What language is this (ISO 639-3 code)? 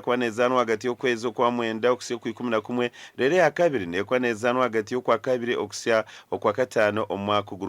nyn